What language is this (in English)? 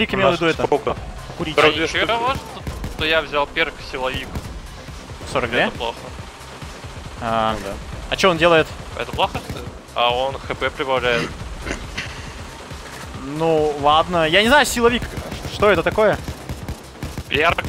Russian